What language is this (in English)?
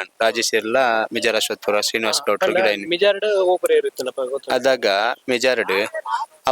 Tulu